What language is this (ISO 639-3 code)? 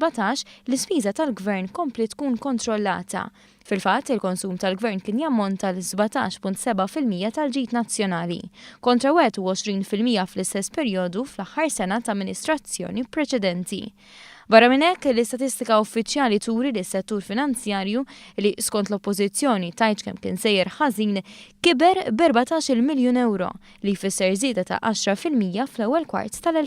mlt